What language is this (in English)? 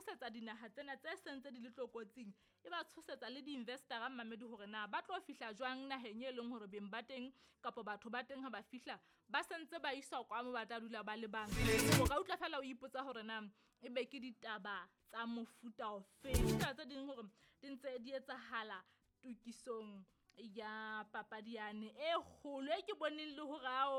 Southern Sotho